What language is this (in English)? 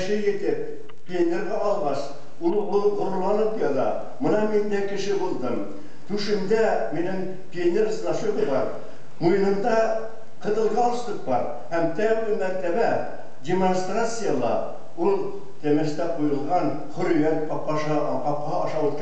Bashkir